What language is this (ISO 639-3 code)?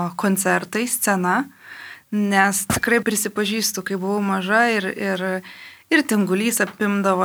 lit